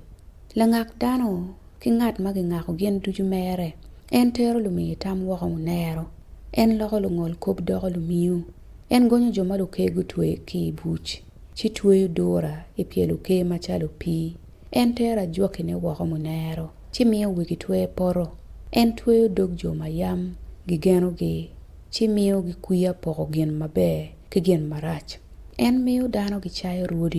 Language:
Acoli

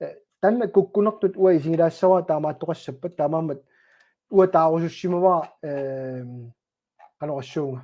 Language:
Kalaallisut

